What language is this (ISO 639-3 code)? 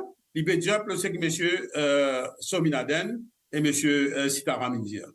mfe